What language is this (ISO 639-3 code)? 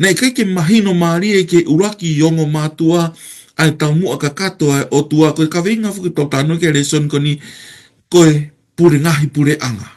ton